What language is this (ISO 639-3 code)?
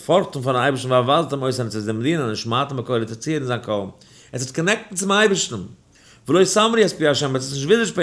yid